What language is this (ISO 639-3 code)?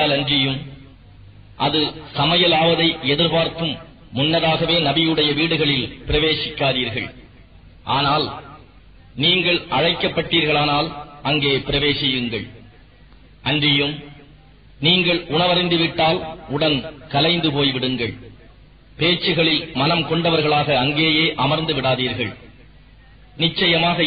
tam